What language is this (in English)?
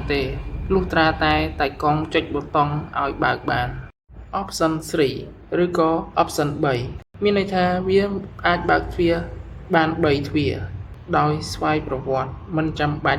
Khmer